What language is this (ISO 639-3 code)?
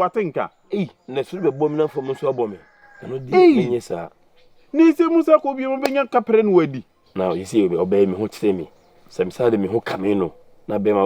aka